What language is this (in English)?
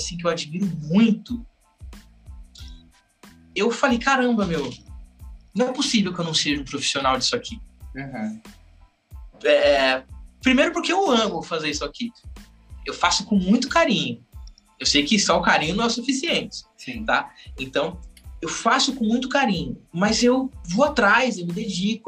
Portuguese